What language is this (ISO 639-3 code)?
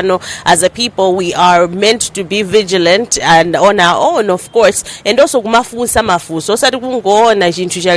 nya